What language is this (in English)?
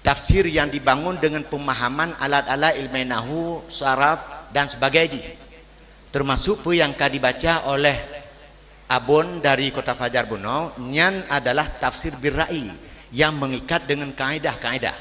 Achinese